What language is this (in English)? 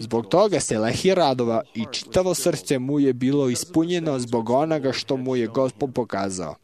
Serbian